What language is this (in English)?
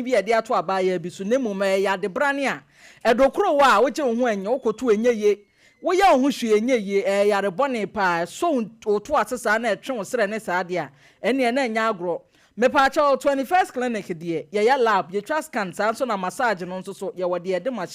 Akan